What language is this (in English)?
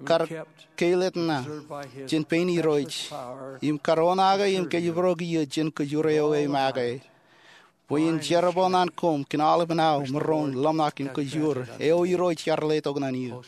Marshallese